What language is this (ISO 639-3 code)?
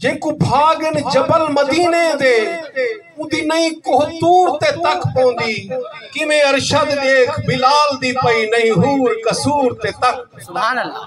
skr